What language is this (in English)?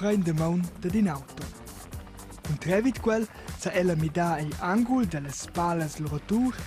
Romansh